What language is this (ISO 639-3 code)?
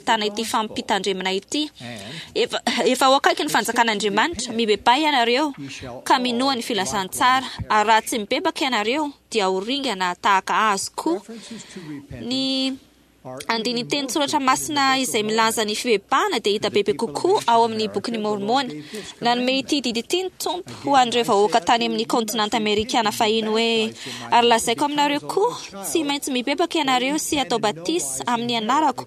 mlg